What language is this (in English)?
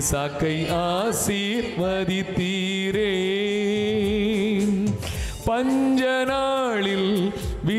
Tamil